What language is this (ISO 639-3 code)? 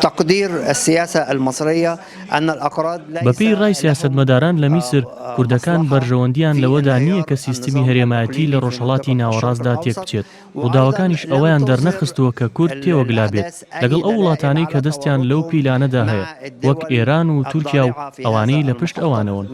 ckb